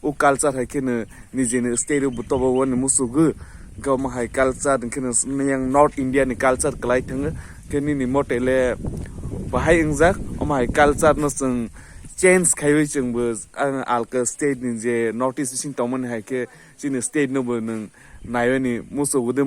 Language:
Kok Borok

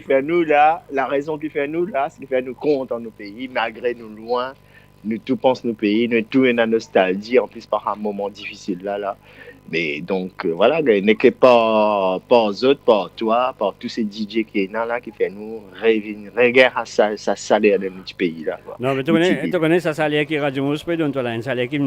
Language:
Morisyen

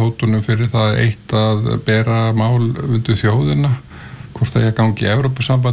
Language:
Icelandic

